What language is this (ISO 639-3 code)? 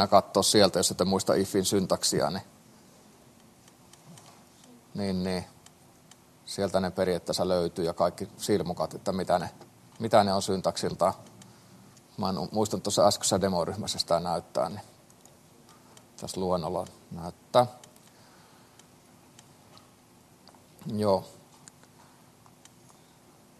fin